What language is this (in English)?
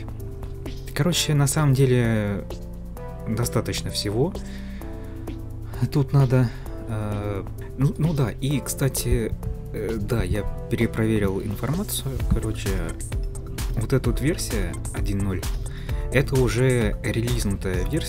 Russian